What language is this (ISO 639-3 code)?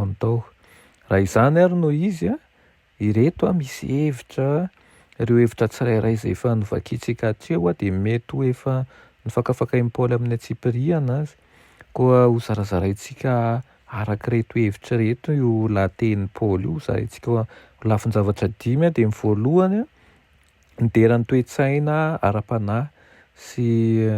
mlg